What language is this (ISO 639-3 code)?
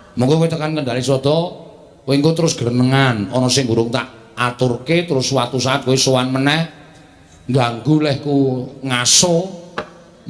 jav